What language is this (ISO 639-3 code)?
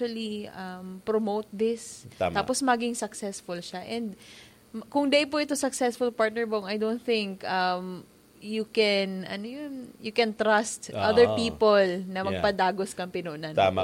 bik